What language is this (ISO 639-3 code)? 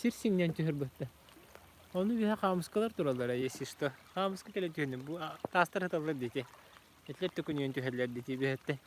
sah